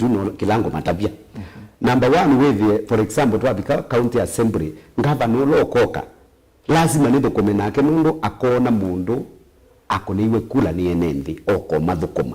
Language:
Kamba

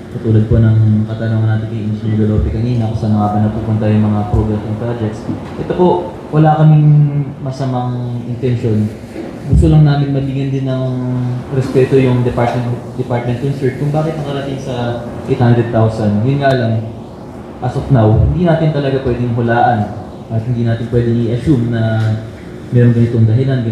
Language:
Filipino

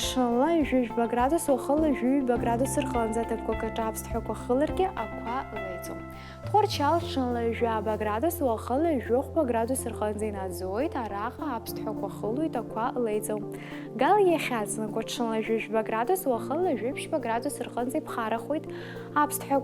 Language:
Abkhazian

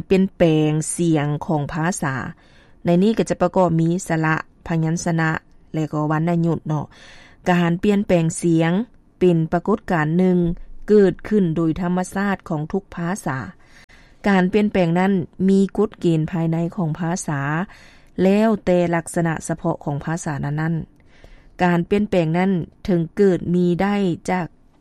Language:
Lao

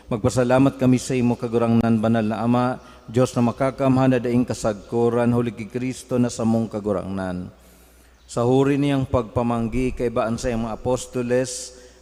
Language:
Bikol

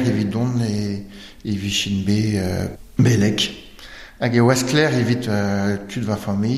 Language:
Breton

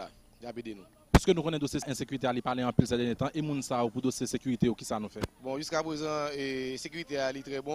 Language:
Haitian Creole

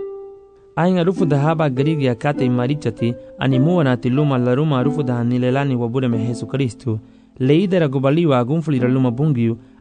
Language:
Garifuna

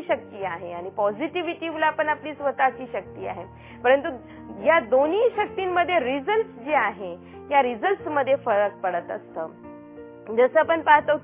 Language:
Marathi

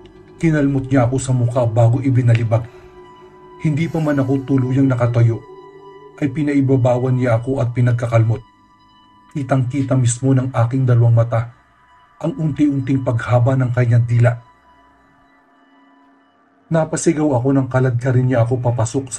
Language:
Filipino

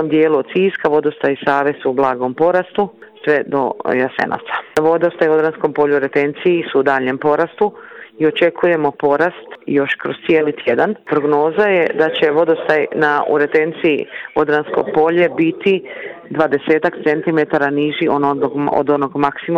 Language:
Croatian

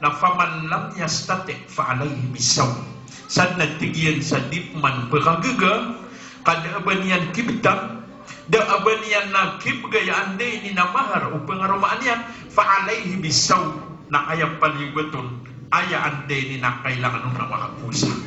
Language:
Maranao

